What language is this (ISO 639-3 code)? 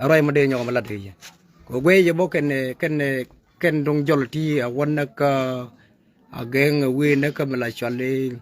nus